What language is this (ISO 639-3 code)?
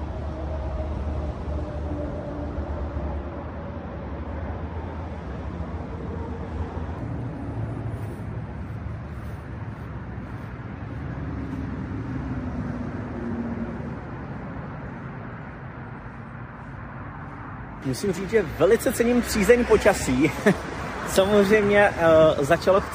ces